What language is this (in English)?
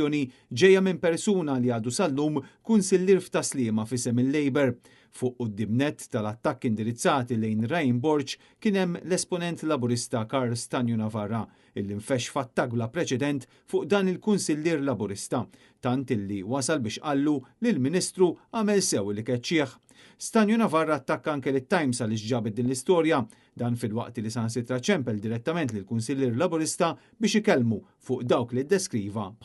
Maltese